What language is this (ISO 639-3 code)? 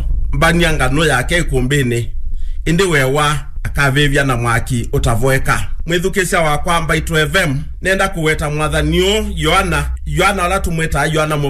kam